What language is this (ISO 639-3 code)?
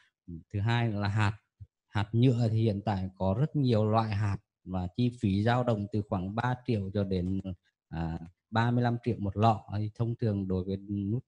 vie